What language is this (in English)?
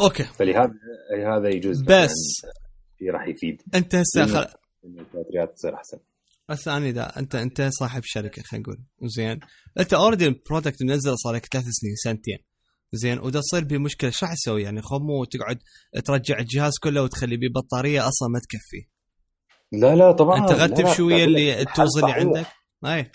Mesopotamian Arabic